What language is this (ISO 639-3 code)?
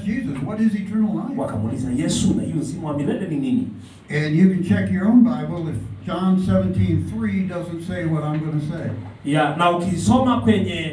swa